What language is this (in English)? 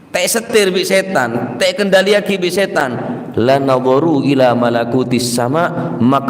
Madurese